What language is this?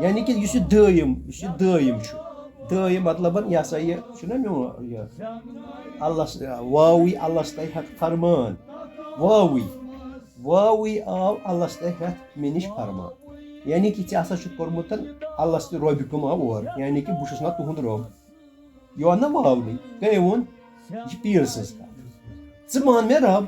Kashmiri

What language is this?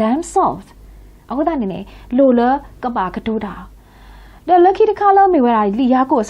S'gaw Karen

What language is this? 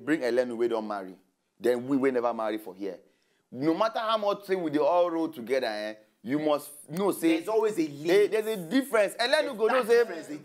Nigerian Pidgin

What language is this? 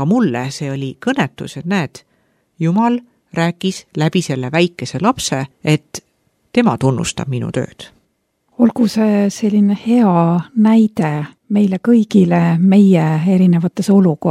Estonian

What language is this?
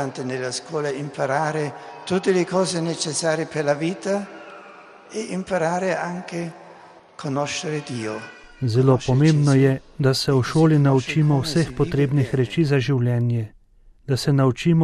Slovenian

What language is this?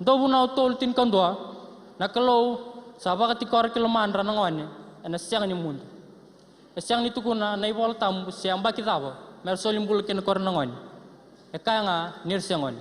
Fijian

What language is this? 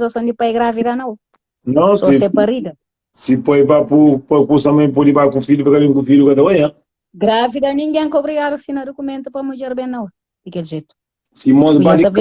Kabuverdianu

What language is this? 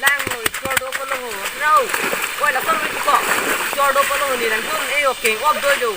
Karbi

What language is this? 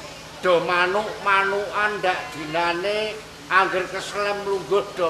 Javanese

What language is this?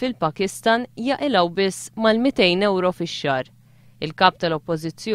Maltese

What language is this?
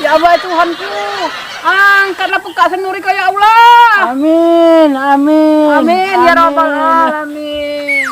Musi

